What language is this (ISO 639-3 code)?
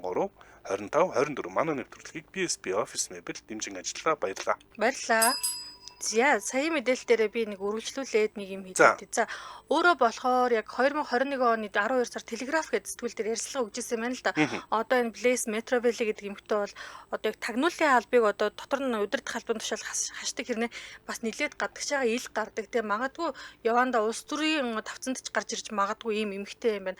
mon